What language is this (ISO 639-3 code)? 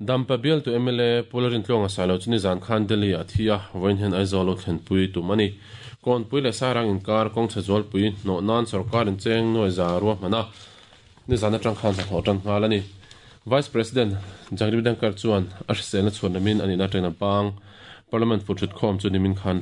lus